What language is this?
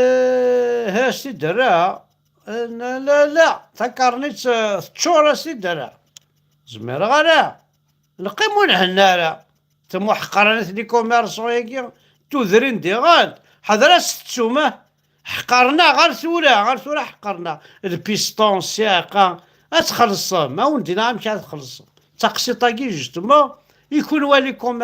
Kabyle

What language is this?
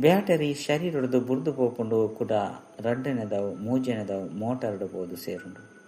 Tulu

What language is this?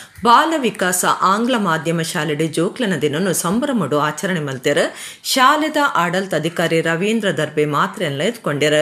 Tulu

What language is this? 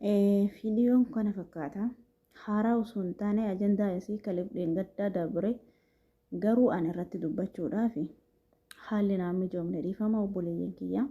Oromo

